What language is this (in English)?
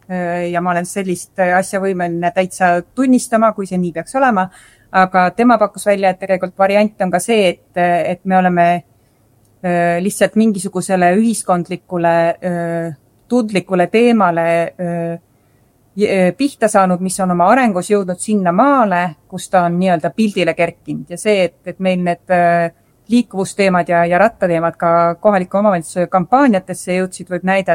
Estonian